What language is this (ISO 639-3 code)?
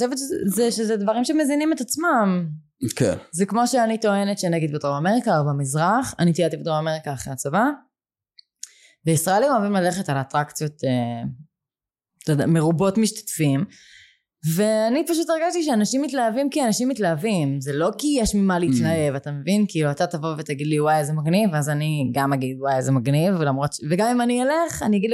heb